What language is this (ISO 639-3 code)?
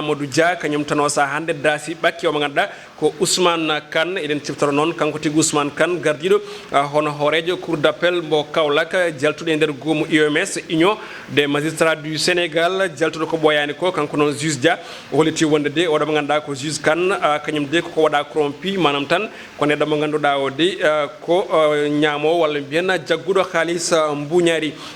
ful